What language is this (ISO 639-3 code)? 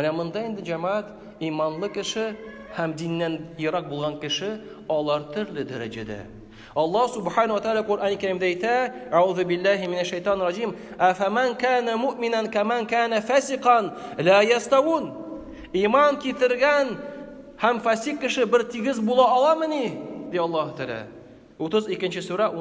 tat